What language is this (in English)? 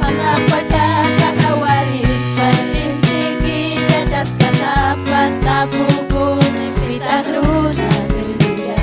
Ayacucho Quechua